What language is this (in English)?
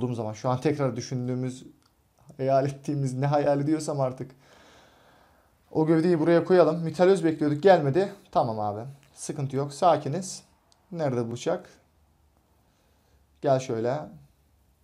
Turkish